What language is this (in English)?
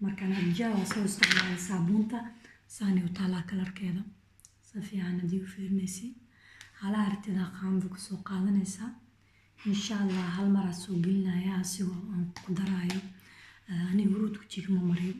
Somali